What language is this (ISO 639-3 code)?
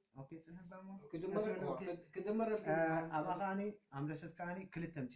tir